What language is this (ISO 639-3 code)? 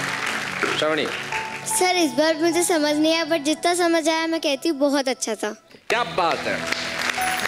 hin